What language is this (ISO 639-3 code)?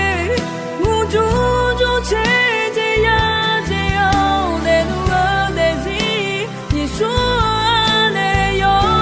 ahk